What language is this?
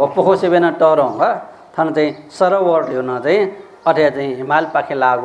Newari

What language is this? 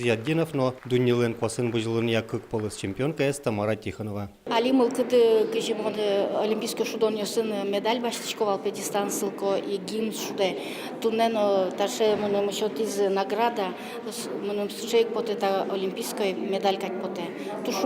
Udmurt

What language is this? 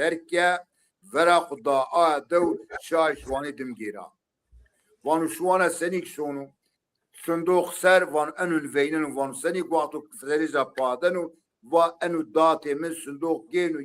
Zaza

